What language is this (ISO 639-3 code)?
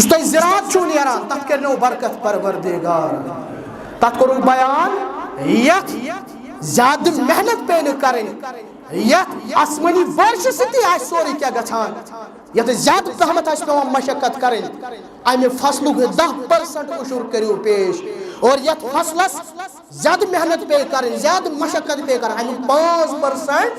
kas